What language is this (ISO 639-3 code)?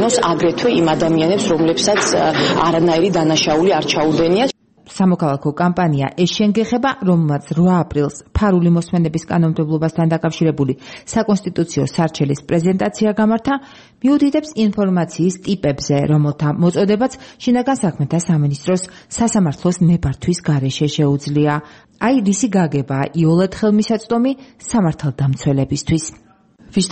kat